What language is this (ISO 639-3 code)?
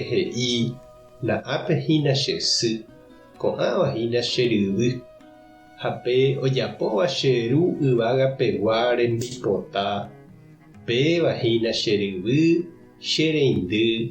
grn